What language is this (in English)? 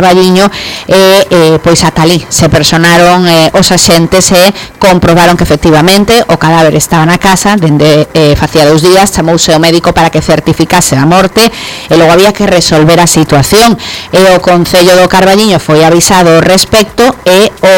Galician